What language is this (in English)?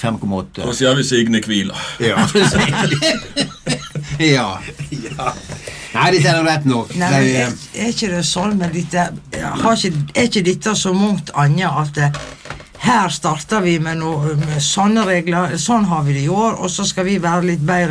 Norwegian